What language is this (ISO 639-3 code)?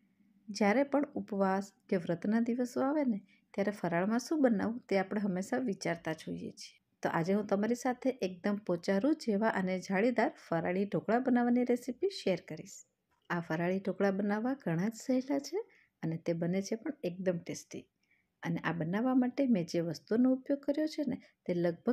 guj